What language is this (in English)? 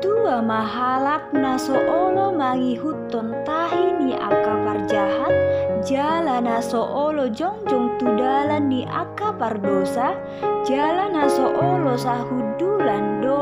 Batak Toba